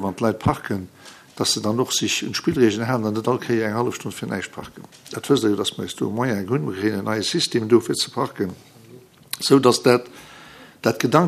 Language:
Luxembourgish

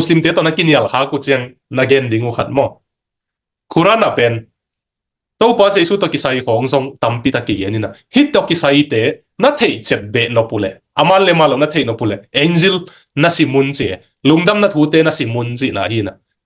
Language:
Tedim Chin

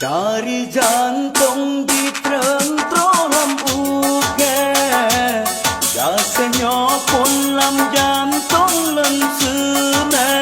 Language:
Achinese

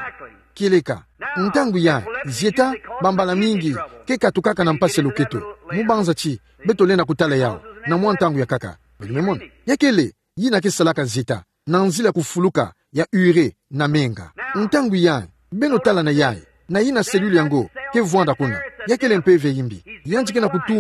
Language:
Kituba (Democratic Republic of Congo)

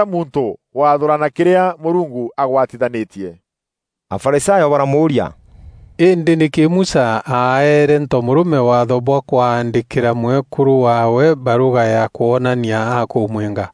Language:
Meru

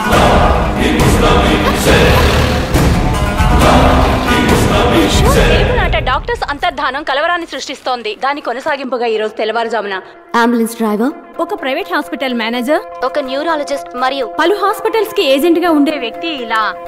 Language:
Telugu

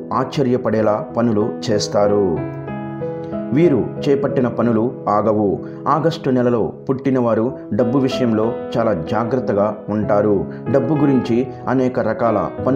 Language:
Telugu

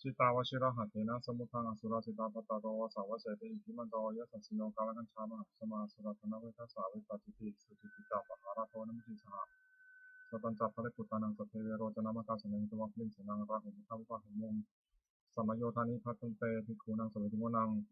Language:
Pali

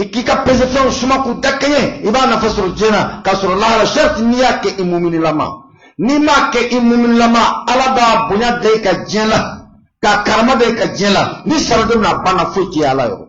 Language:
Bambara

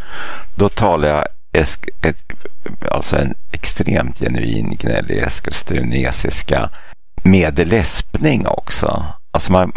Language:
Swedish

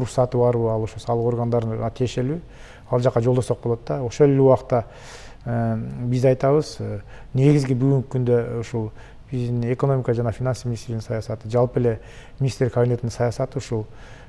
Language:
Kyrgyz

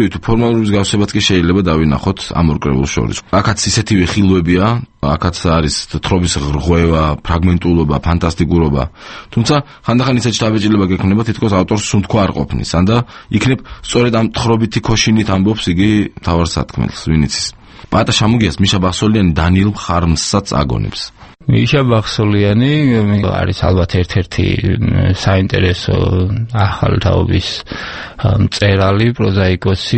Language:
Georgian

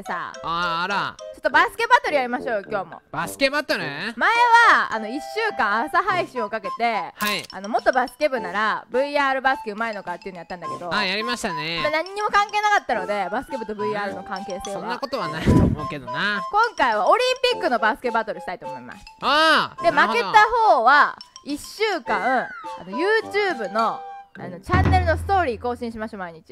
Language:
Japanese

